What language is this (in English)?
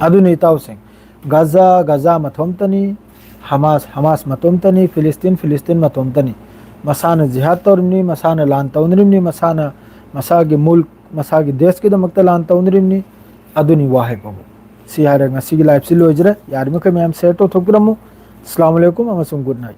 Manipuri